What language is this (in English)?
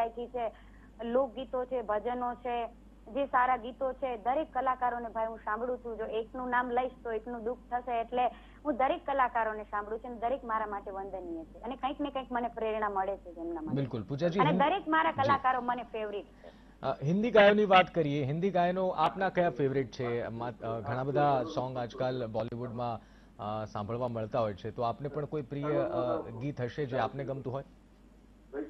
Gujarati